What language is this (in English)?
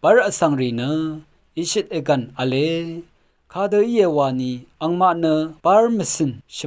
Rawang